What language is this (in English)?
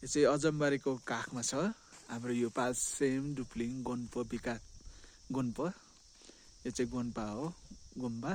Nepali